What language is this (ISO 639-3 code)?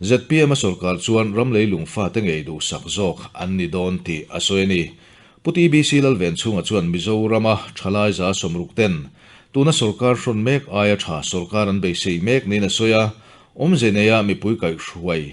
lus